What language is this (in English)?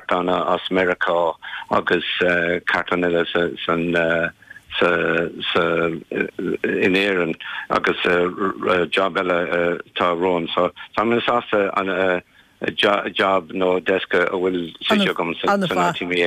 Irish